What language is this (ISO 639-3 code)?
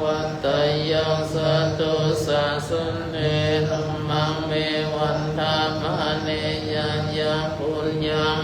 pli